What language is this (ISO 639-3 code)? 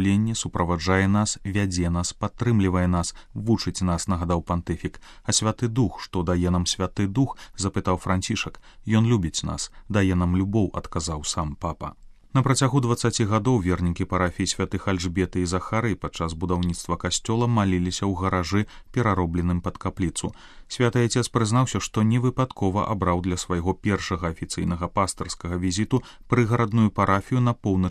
bel